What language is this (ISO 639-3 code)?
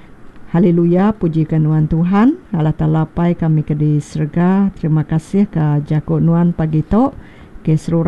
iba